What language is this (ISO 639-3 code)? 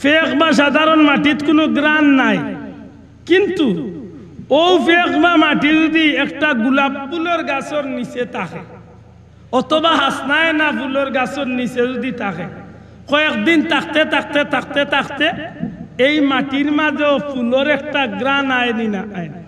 syl